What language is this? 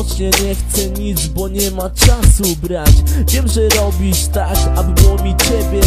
Polish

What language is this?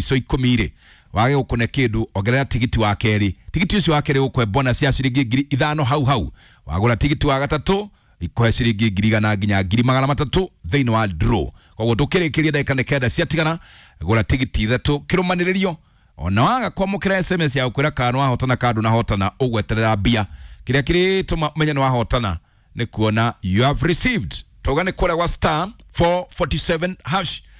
Kikuyu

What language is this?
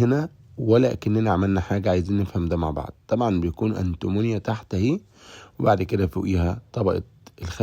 Egyptian Arabic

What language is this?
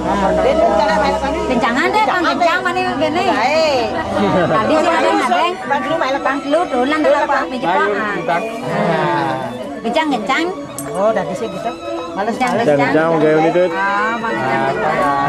Balinese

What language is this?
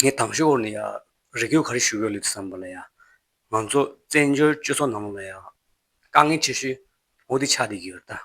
Tibetan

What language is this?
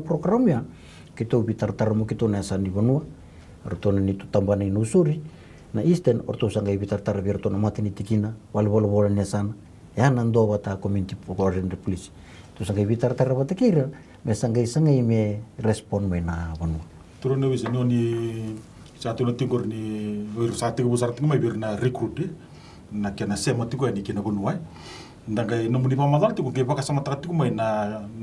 Fijian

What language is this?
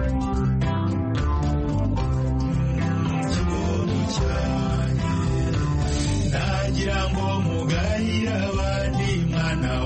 Kinyarwanda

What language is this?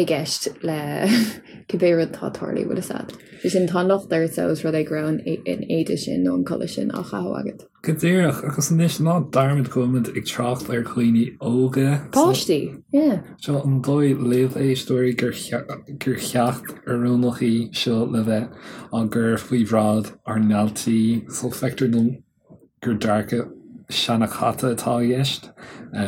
Irish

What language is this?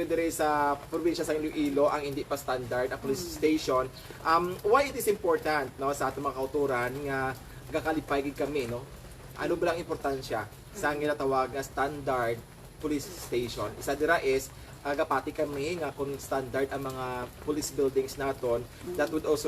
Hiligaynon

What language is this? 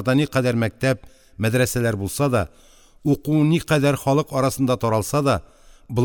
Tatar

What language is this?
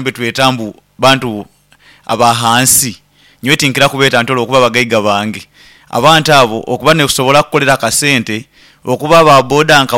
Nyoro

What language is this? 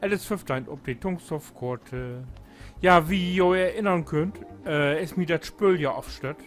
Low German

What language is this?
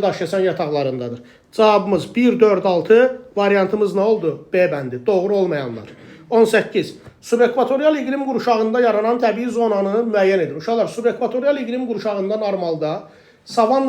Azerbaijani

